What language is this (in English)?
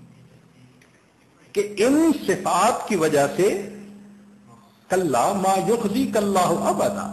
Urdu